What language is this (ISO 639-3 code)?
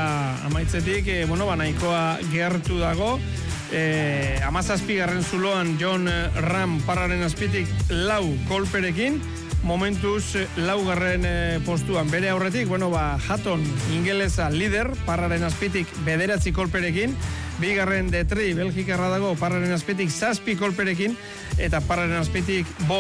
eus